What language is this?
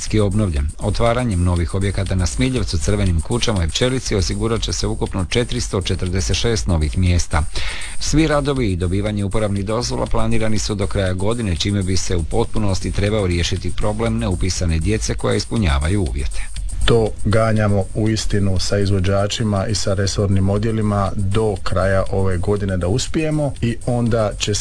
Croatian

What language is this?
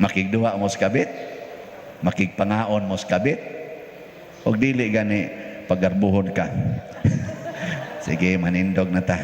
Cebuano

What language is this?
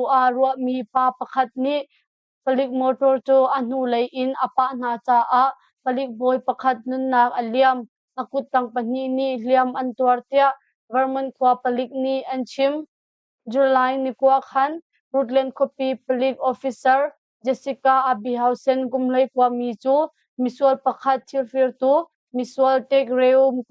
Hakha Chin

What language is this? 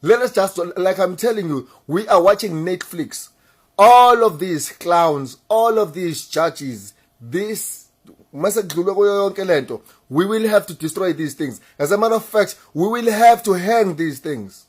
Zulu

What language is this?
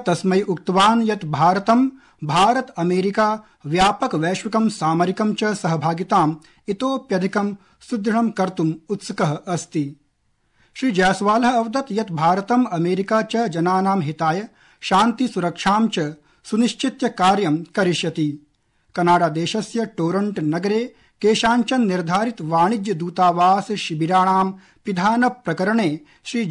Sanskrit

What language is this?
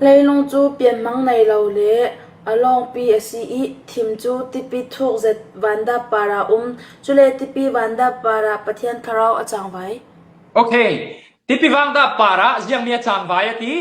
Falam Chin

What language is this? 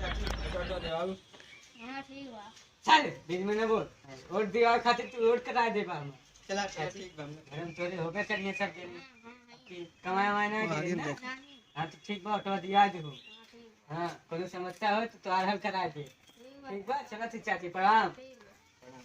Awadhi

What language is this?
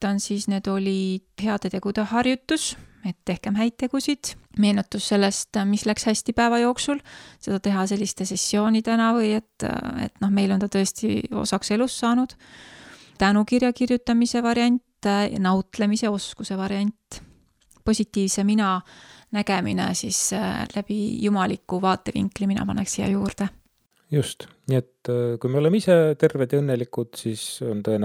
Estonian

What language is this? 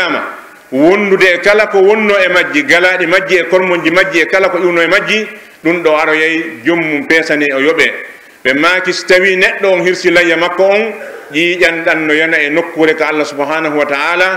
Pular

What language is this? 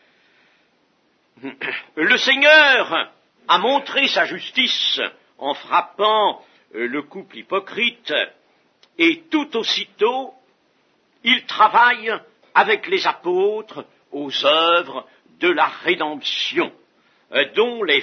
French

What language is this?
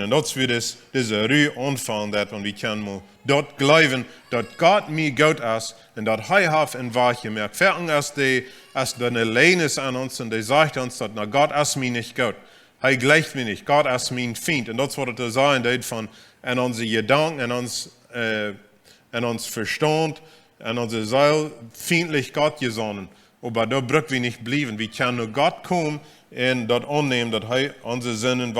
Plautdietsch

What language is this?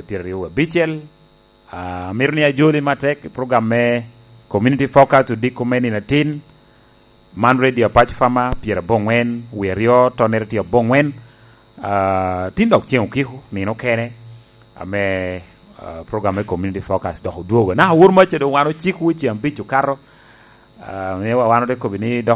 Lango (Uganda)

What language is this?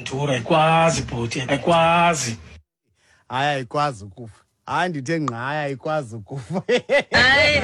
Xhosa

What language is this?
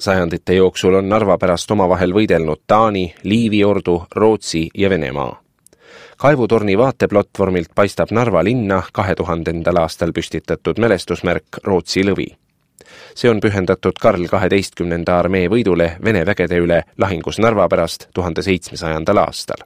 Estonian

